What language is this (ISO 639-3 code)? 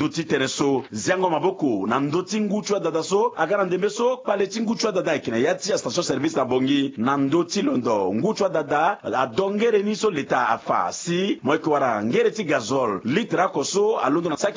sag